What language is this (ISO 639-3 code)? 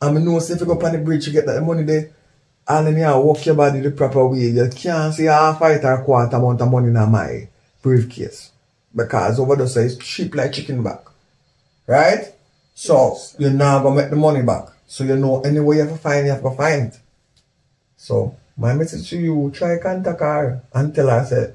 jam